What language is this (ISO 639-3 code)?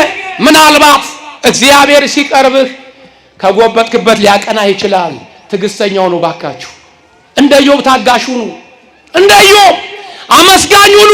amh